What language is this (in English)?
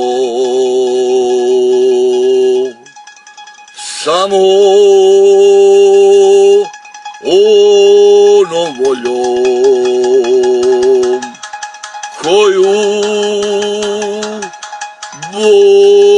Croatian